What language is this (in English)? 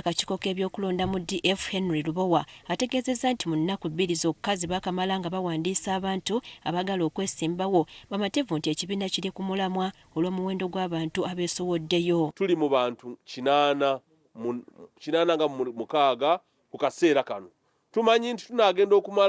Ganda